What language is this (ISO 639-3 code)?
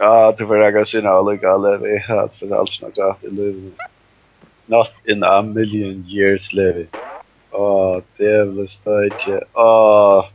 fao